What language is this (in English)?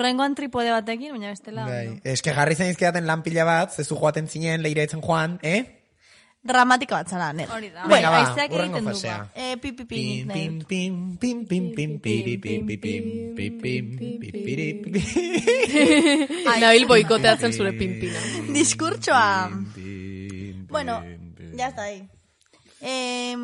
Basque